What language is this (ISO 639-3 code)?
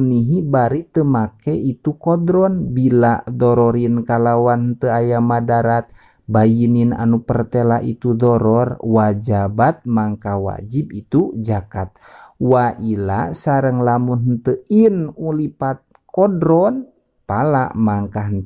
sun